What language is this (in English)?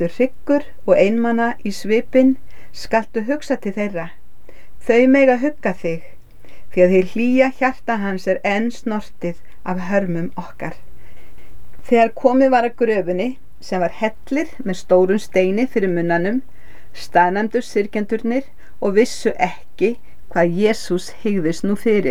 Icelandic